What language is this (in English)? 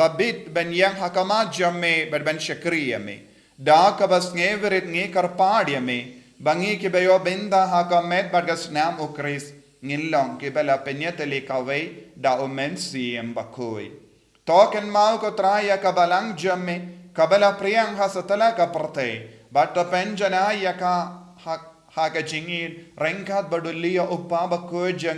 Khasi